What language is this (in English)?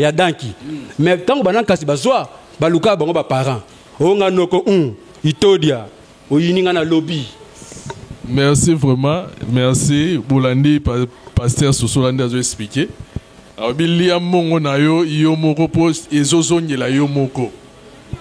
Lingala